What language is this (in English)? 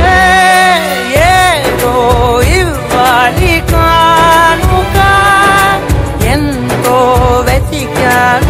Telugu